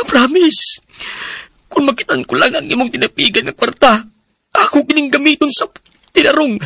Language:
Cebuano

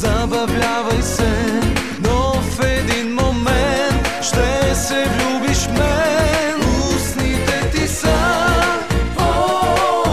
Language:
Bulgarian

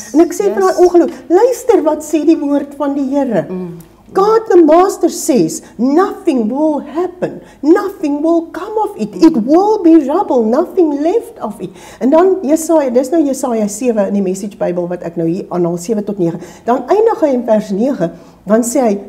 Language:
Afrikaans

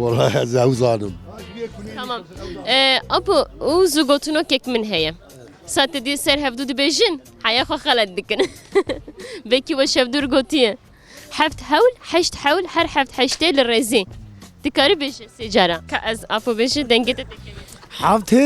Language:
Kurdish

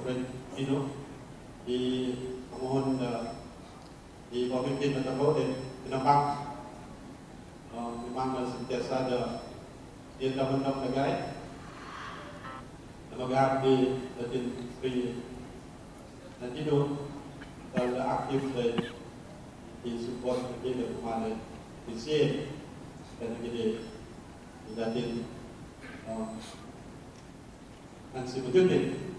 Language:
Malay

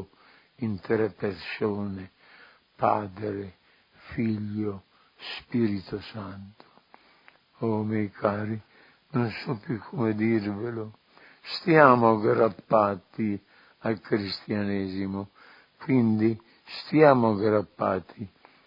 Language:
Italian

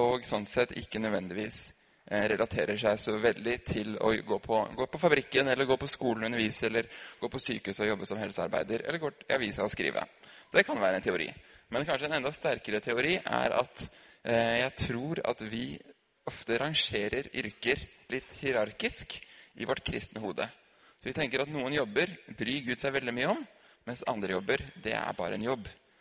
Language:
Norwegian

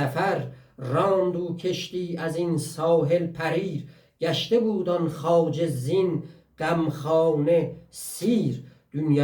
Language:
South Azerbaijani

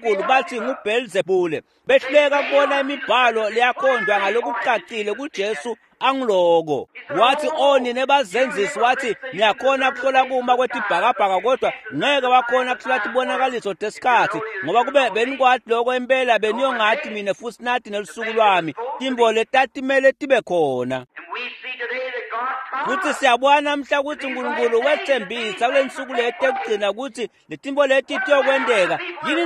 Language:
Swati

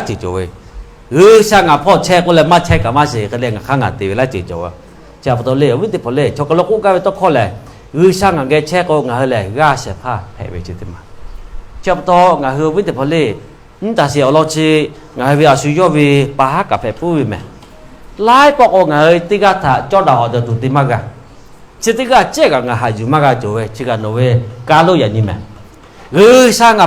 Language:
Lahu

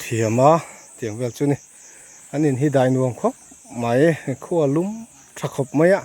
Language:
Mizo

